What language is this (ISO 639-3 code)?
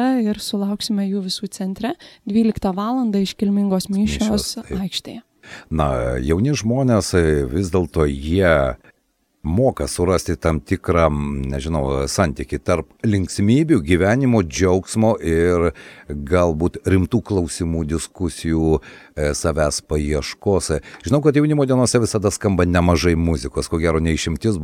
lit